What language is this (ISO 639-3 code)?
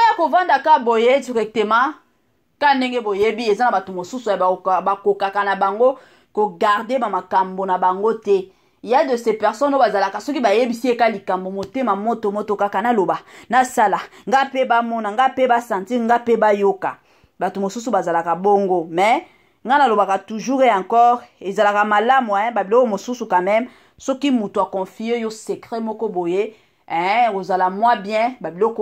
lin